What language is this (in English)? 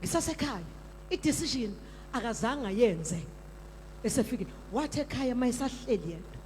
Zulu